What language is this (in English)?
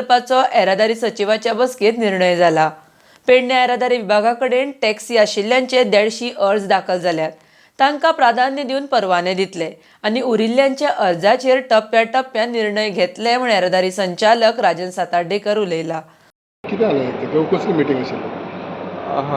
Konkani